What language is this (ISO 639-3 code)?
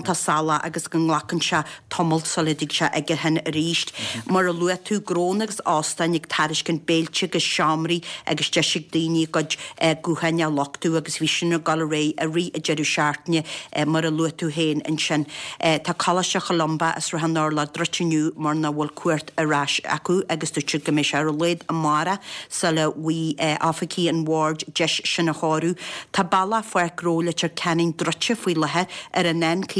gle